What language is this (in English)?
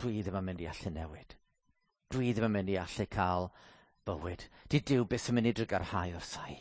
Welsh